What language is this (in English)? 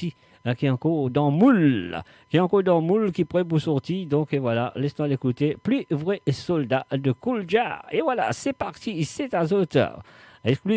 Morisyen